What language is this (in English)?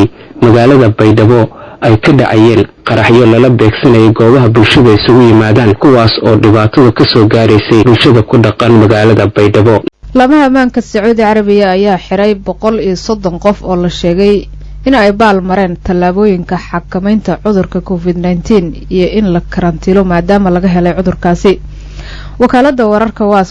Somali